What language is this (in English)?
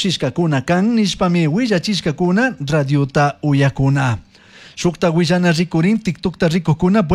Chimborazo Highland Quichua